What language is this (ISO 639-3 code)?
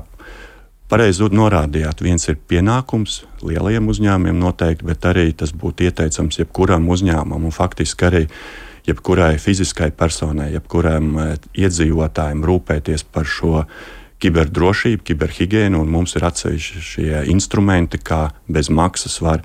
lav